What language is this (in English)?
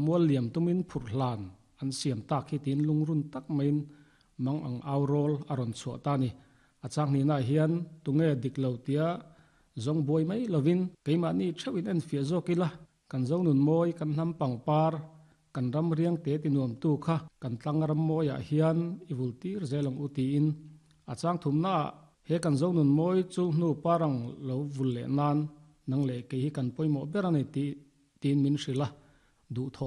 Mizo